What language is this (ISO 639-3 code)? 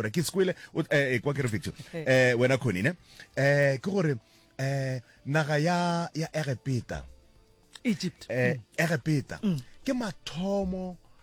nso